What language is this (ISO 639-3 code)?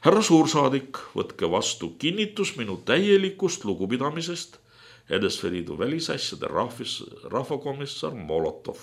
est